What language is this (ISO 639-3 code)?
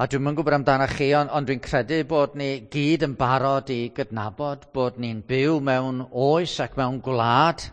cym